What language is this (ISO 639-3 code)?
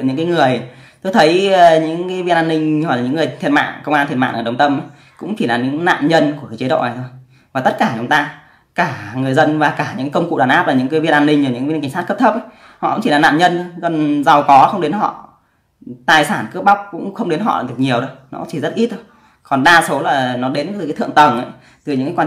vie